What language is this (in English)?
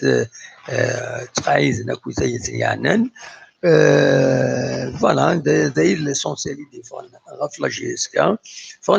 Kabyle